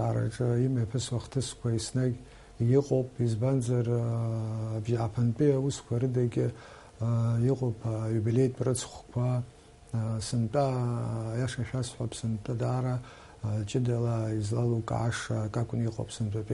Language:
Abkhazian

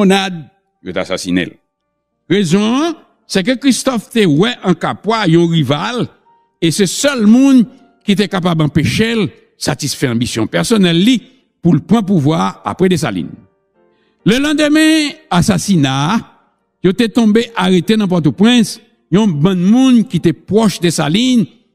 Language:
Haitian Creole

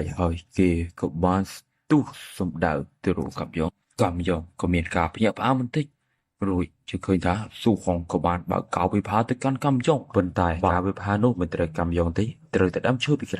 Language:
Khmer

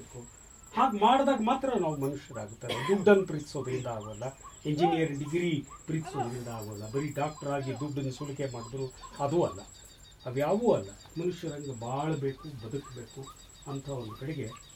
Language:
Kannada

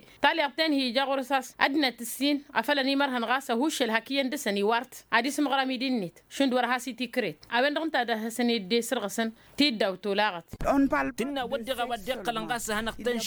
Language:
Tamasheq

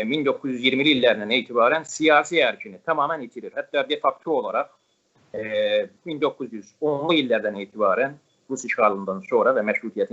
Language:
South Azerbaijani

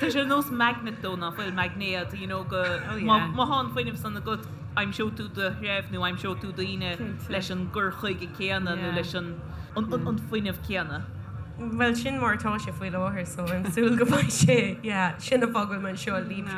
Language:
Irish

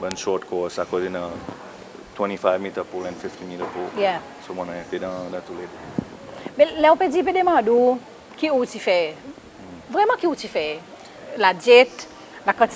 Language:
Seselwa Creole French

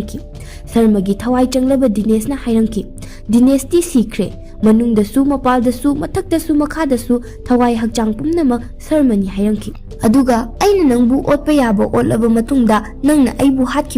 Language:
Manipuri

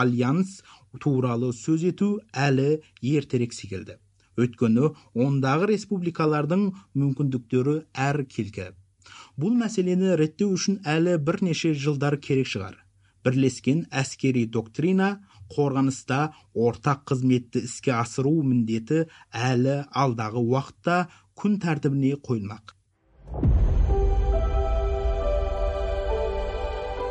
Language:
Kazakh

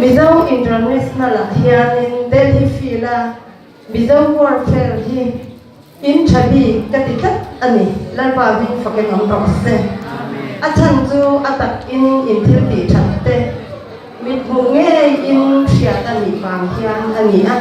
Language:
Hakha Chin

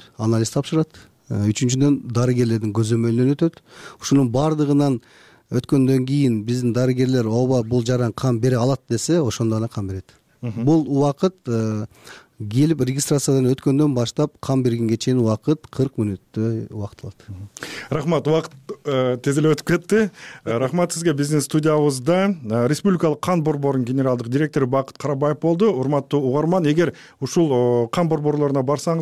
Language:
Kyrgyz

